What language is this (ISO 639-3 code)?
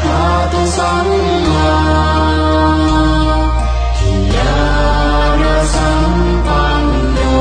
pli